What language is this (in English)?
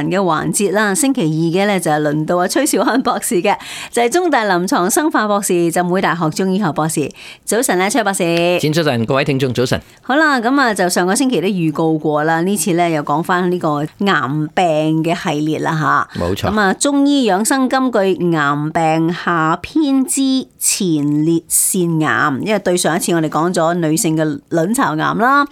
Cantonese